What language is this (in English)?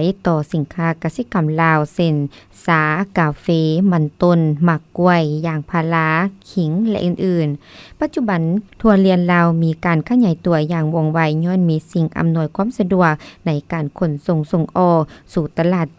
Lao